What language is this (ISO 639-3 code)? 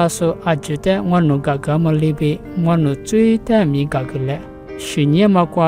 lis